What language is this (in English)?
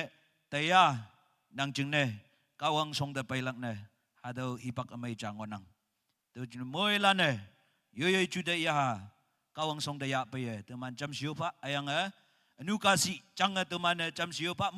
Naga Pidgin